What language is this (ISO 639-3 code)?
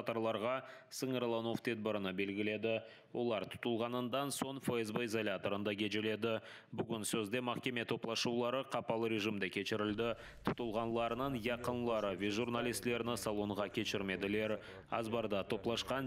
crh